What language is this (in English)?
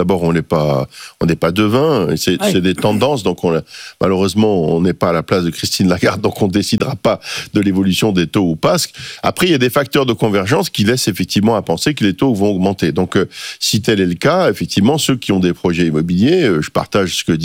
French